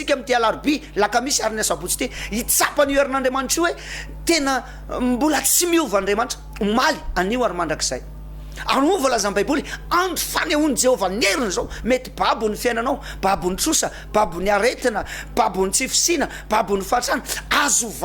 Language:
Malagasy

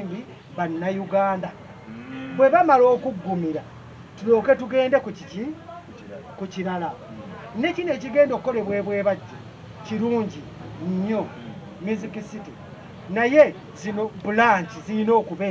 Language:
Ganda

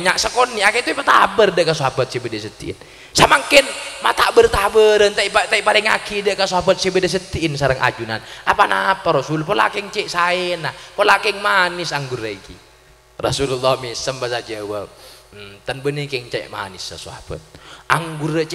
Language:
Madurese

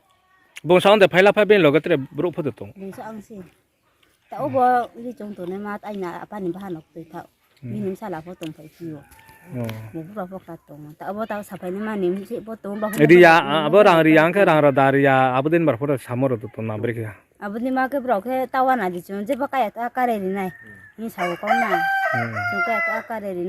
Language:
Riang (India)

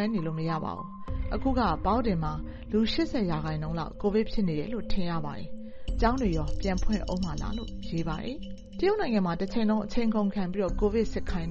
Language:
Burmese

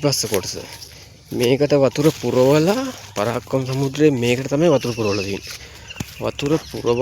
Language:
Sinhala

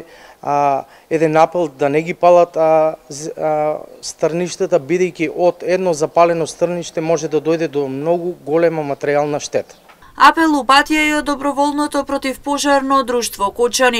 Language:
Macedonian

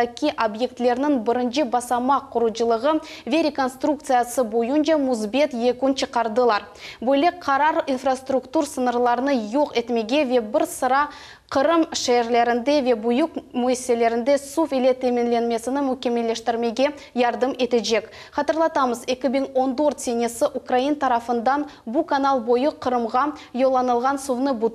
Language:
Crimean Tatar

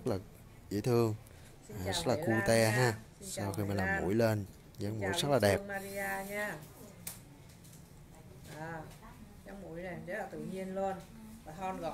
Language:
Vietnamese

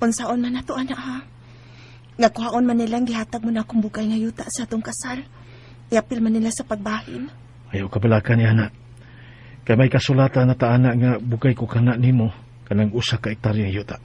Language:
Cebuano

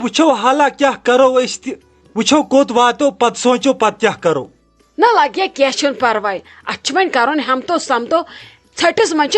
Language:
Kashmiri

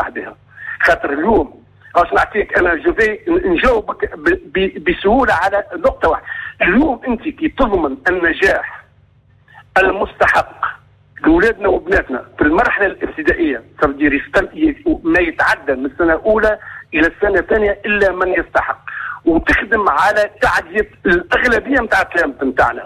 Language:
Tunisian Arabic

